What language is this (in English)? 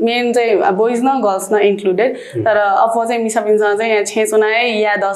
Newari